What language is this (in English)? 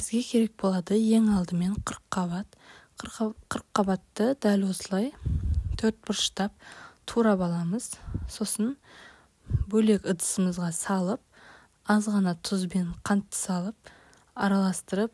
Kazakh